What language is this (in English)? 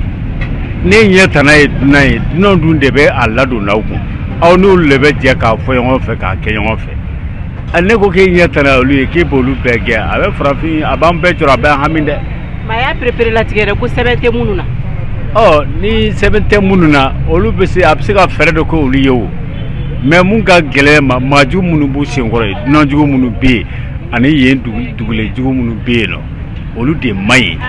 Bambara